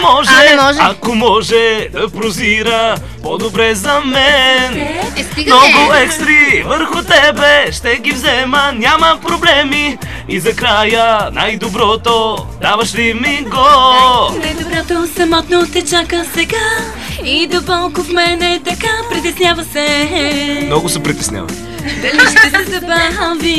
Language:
Bulgarian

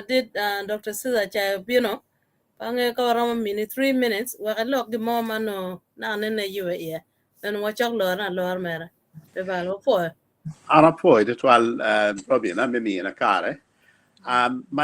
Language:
Acoli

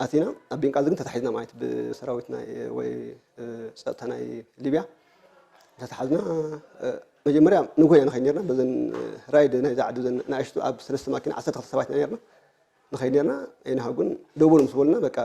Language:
Tigrinya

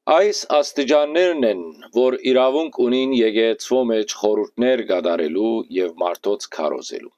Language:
Western Armenian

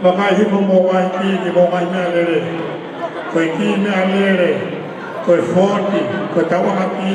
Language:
Tongan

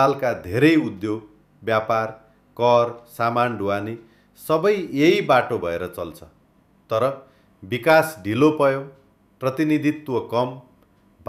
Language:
Nepali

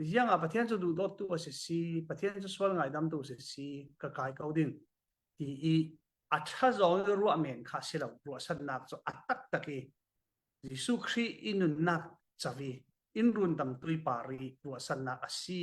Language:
Falam Chin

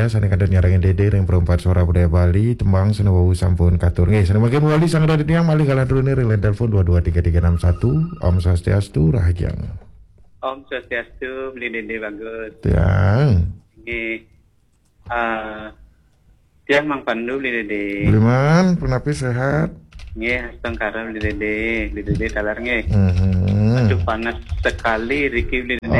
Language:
Balinese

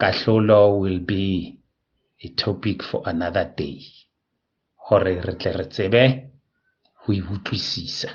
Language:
Southern Sotho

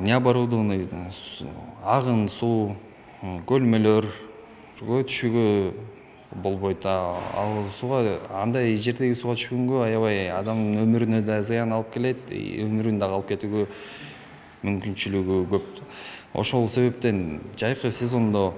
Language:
Kyrgyz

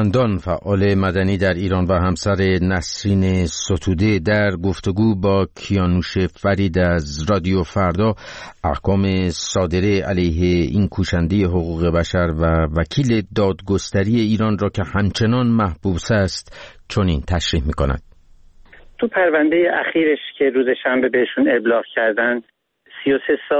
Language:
Persian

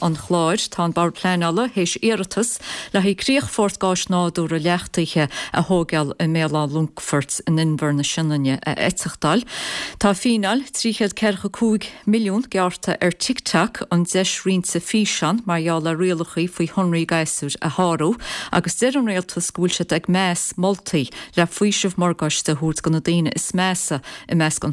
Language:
Irish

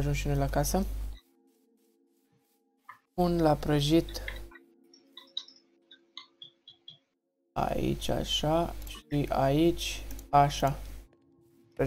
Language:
Romanian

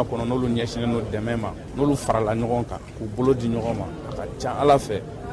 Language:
Bambara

